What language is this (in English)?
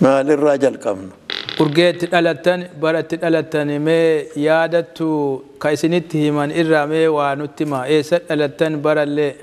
Oromo